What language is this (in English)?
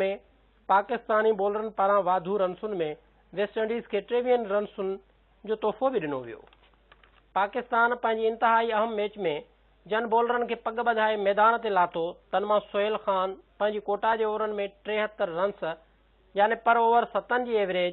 Sindhi